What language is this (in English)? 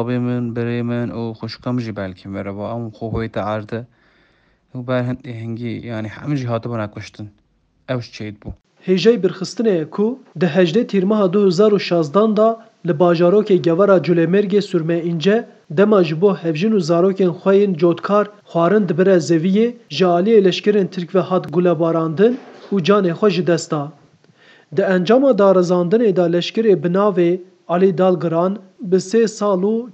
Kurdish